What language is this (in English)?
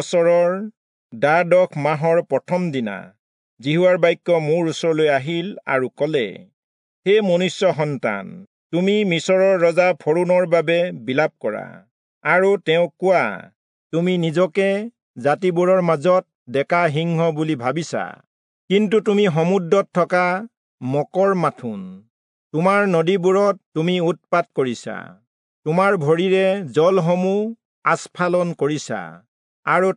Assamese